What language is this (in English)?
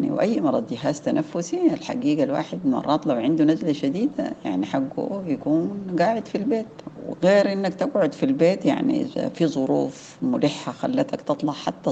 Sudanese Arabic